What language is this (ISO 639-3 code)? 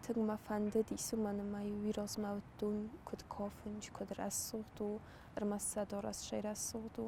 oss